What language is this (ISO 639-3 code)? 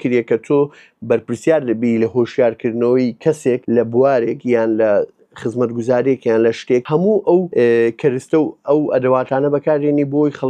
ckb